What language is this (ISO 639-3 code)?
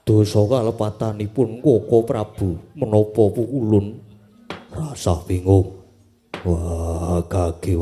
jav